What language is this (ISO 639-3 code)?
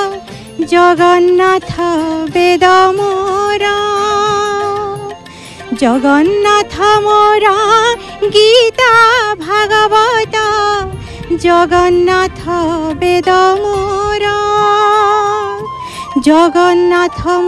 ori